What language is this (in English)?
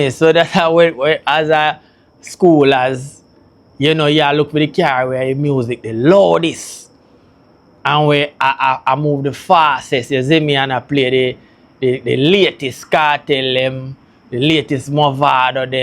Jamaican Creole English